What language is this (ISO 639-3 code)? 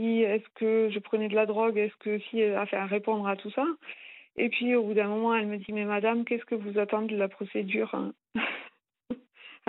fra